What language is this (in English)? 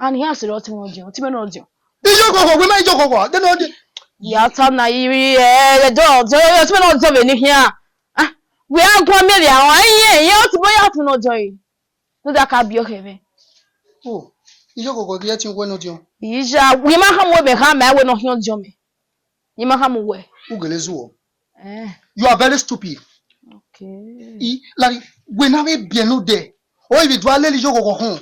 Bini